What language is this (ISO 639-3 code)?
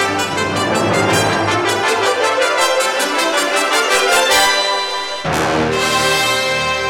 eus